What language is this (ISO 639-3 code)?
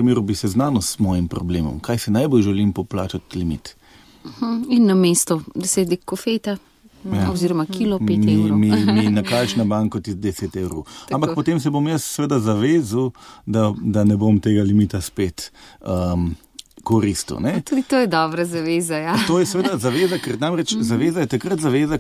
slv